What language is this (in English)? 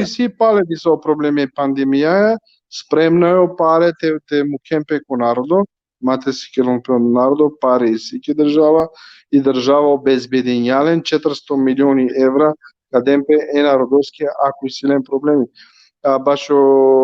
Balkan Romani